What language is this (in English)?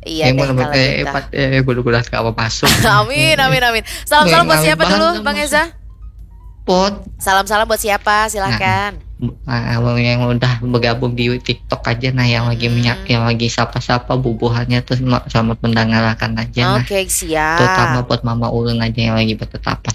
Banjar